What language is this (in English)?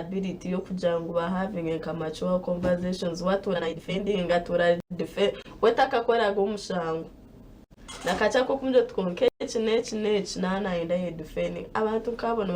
Nyankole